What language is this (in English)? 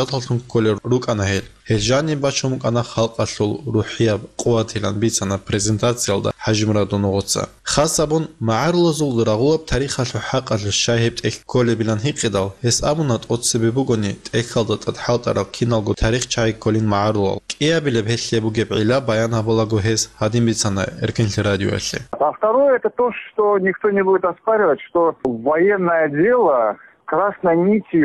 Avaric